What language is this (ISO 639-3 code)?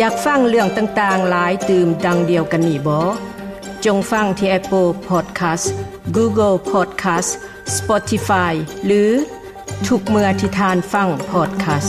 lao